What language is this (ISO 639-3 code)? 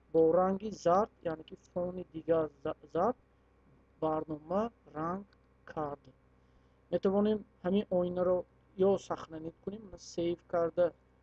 tgk